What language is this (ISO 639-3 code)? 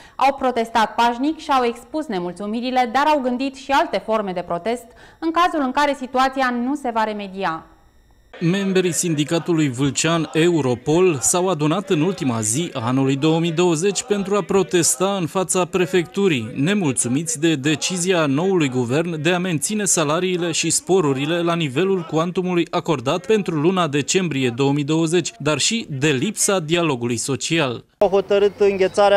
ron